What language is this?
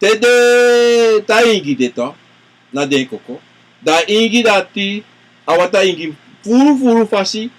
Sranan Tongo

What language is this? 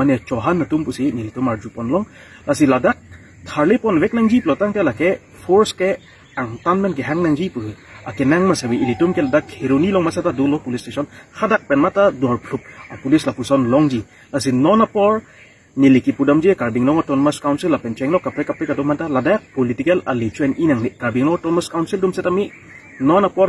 Karbi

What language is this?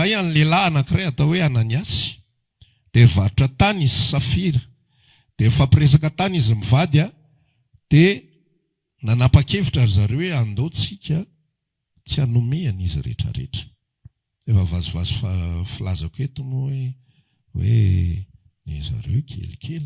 Malagasy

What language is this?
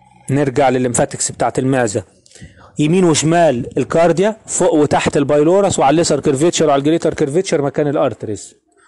Egyptian Arabic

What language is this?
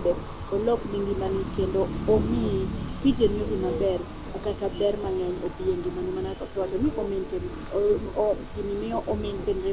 Luo (Kenya and Tanzania)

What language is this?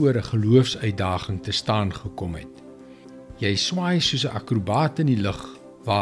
Afrikaans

